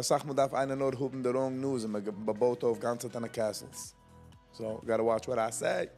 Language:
Yiddish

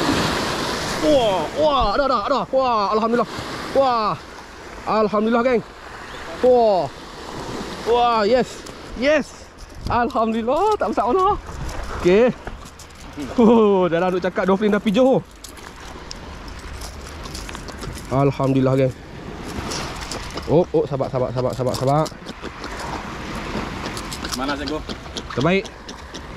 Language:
Malay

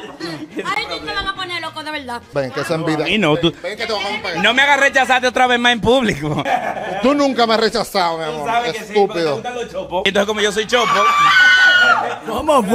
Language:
Spanish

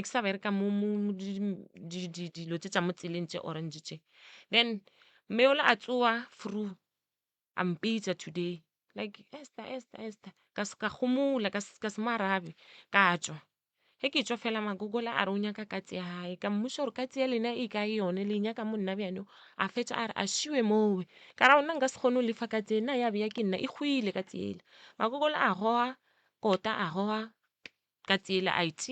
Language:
Northern Sotho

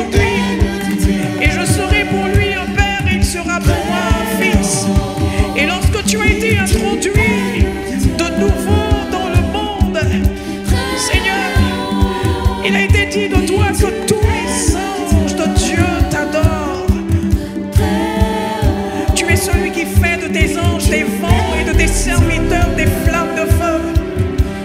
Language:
French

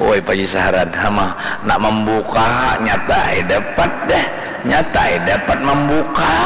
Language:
Banjar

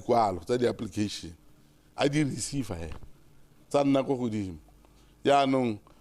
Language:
Tswana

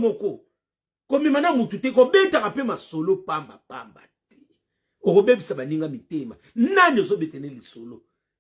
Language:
Lingala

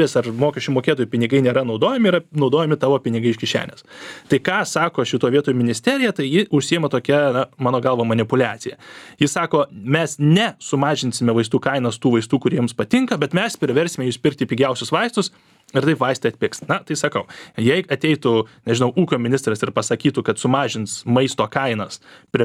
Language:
Lithuanian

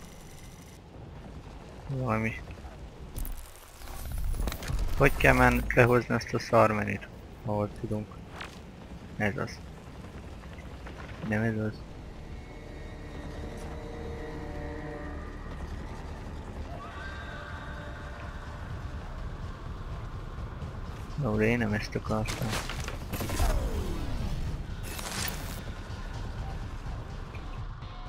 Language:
Hungarian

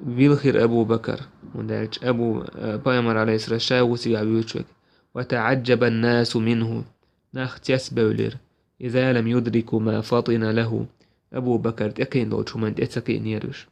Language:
Chechen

